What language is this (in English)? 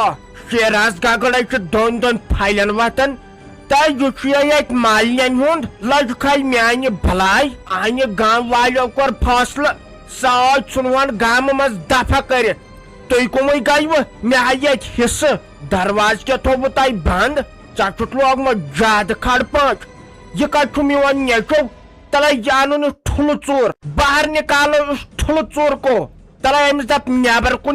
Kashmiri